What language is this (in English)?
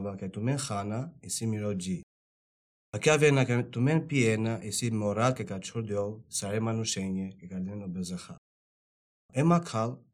Albanian